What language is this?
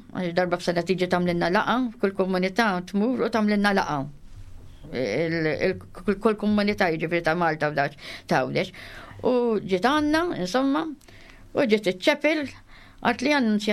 Maltese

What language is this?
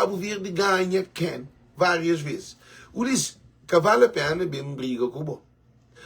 Kabuverdianu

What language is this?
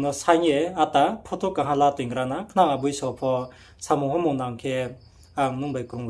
Riang (India)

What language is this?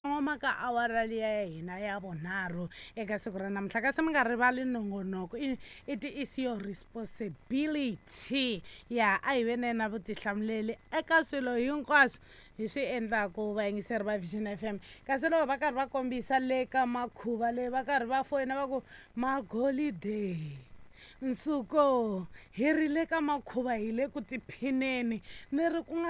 Tsonga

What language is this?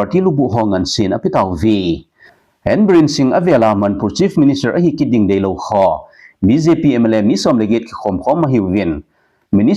Thado Chin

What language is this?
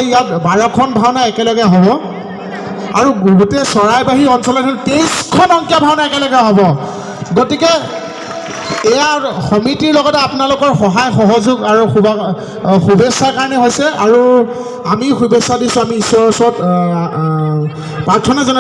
Assamese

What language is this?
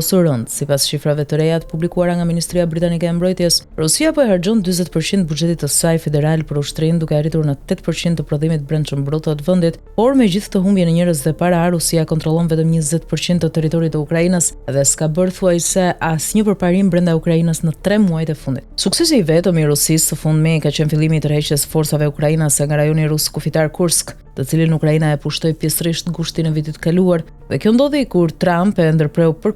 Albanian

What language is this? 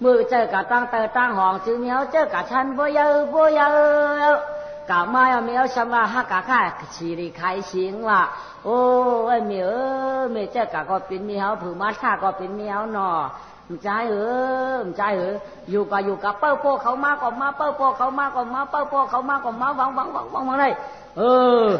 Shan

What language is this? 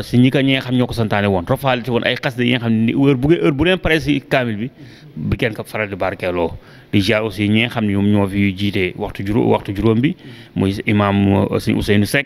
Wolof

